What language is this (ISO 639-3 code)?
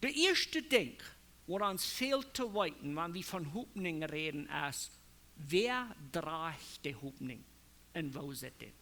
pdt